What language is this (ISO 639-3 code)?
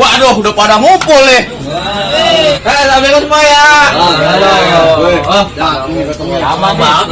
bew